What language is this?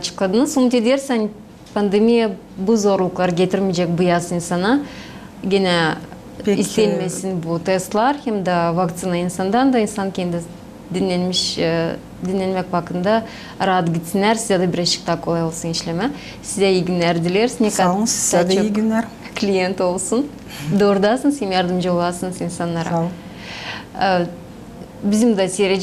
Gagauz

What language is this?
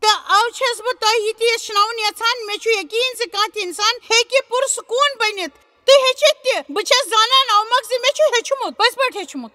Kashmiri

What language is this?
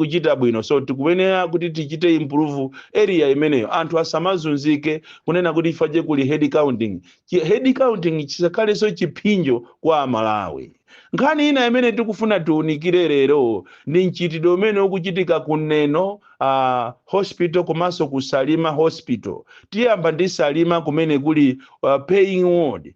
Nyanja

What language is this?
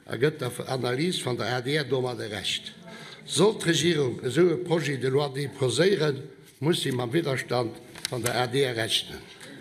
Luxembourgish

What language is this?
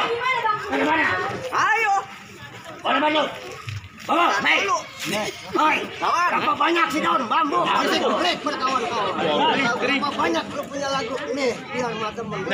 Betawi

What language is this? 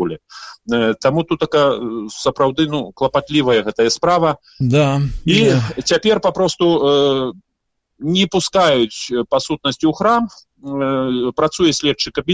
Belarusian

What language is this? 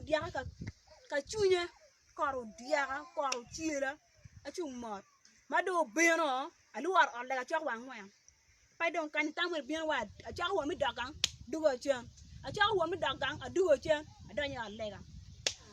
Acoli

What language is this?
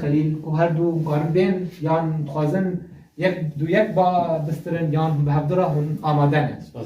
Kurdish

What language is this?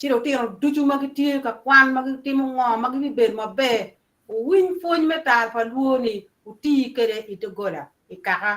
Acoli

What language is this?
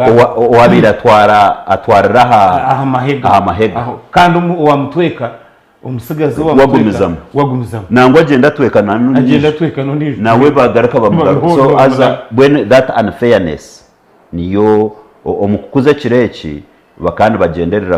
Nyankole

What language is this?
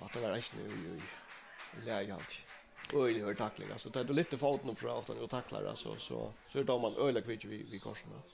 Faroese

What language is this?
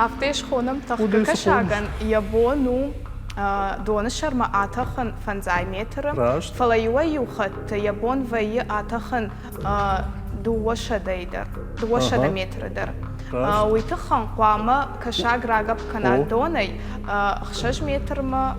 Ossetic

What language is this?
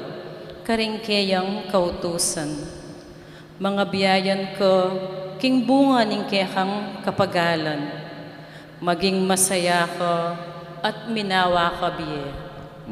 Pampanga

